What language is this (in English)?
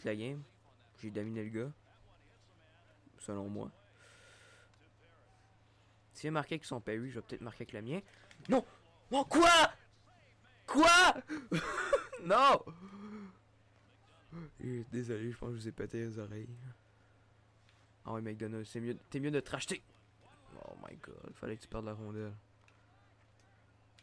French